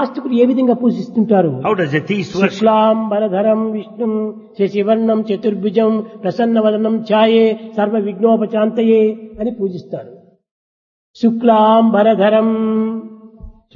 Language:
Telugu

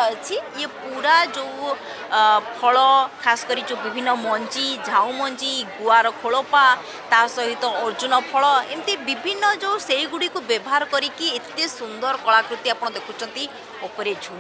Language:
Odia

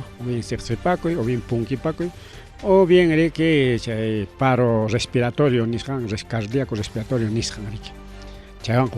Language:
Ayacucho Quechua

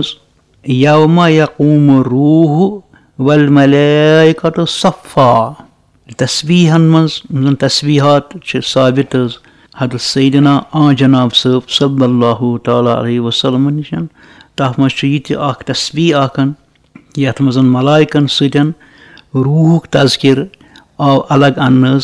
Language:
Kashmiri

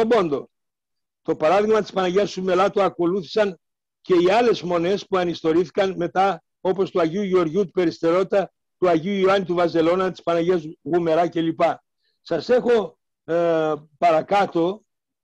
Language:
Greek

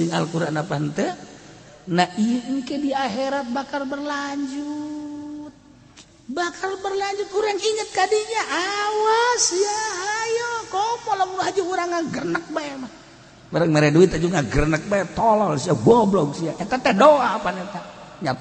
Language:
Sundanese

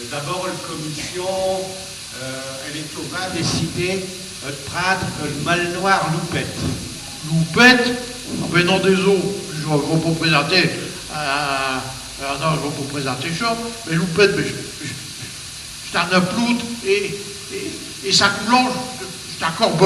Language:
Picard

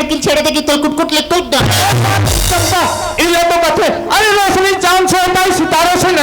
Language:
Chhattisgarhi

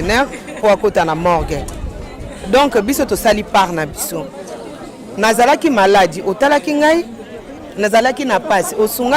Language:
Lingala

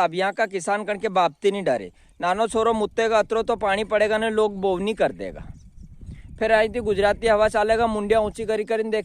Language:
Rajasthani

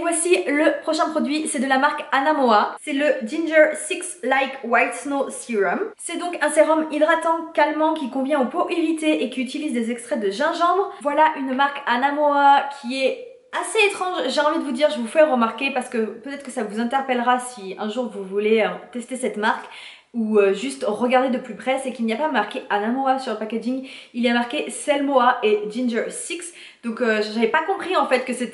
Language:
French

